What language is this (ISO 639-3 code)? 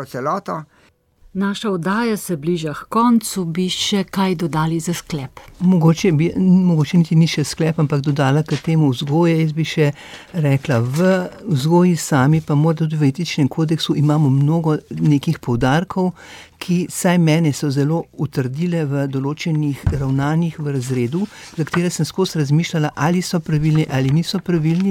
slv